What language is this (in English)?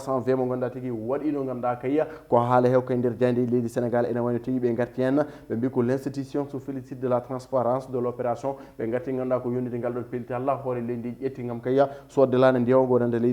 Fula